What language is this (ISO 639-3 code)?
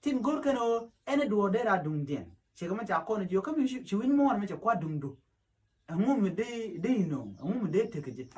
nus